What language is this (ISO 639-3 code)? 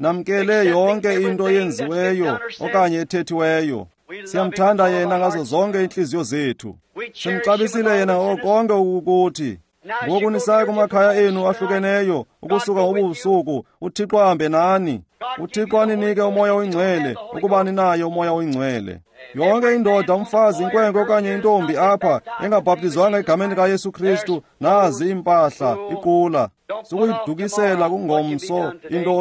xho